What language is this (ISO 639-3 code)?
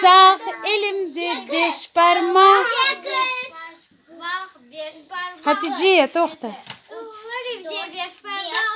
crh